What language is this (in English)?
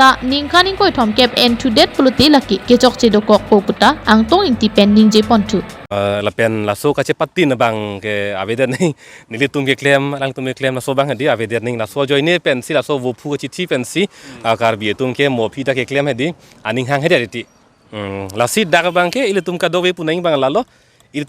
Karbi